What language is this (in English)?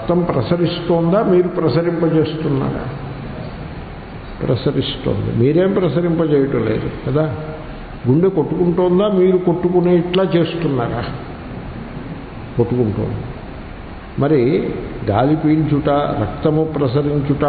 Telugu